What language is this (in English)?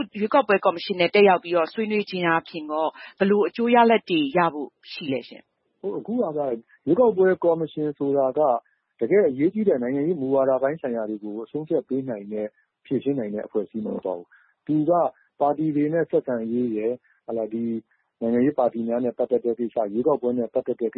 Burmese